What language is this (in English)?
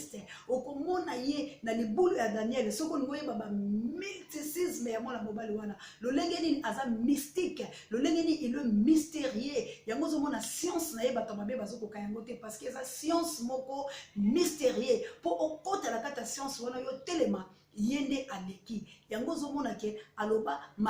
Lingala